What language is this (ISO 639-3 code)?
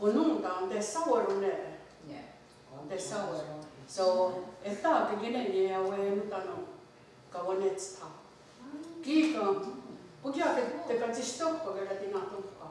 moh